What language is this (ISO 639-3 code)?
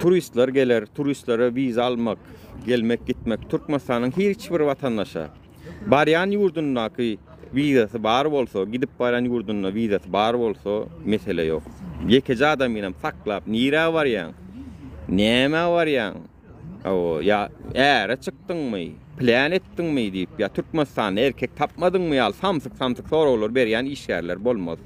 tuk